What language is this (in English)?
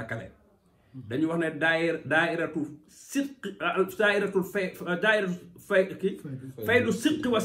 Wolof